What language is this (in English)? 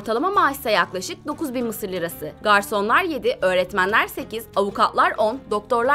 Turkish